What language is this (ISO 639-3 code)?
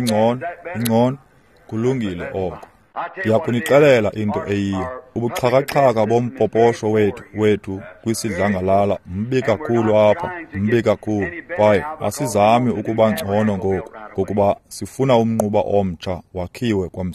xho